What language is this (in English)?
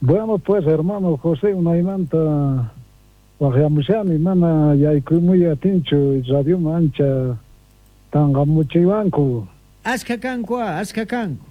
South Bolivian Quechua